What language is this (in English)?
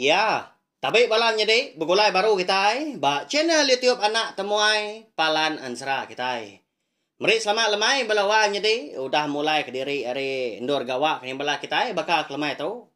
Iban